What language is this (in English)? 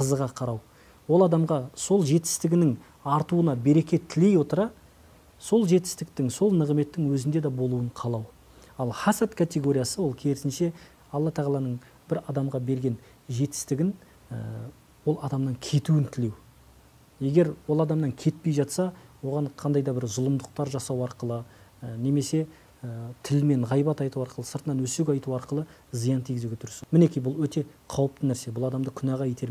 Kazakh